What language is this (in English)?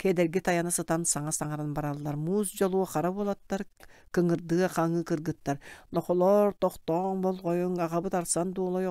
Yakut